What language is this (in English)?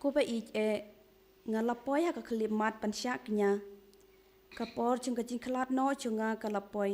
Khasi